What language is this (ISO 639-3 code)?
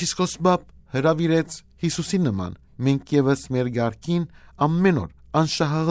hye